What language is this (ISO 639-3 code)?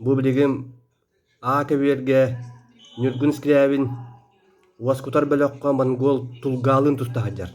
sah